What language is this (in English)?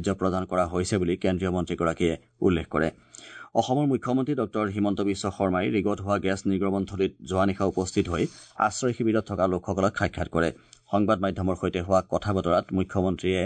Assamese